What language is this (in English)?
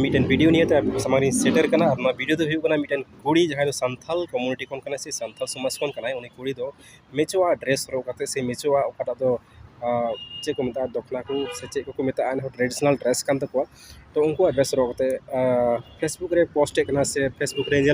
Santali